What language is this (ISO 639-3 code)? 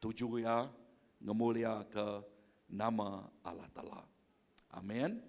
iba